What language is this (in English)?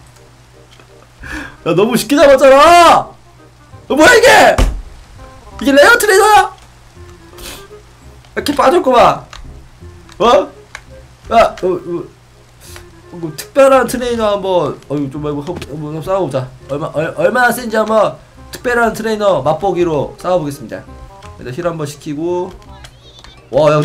Korean